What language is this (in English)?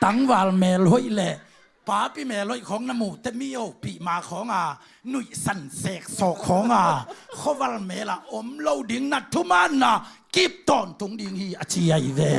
Tedim Chin